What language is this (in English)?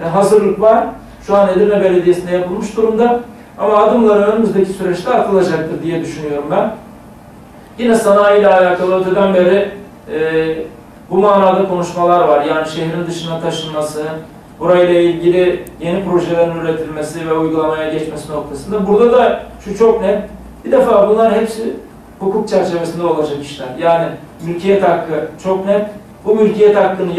Turkish